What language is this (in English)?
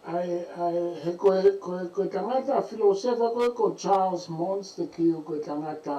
Tongan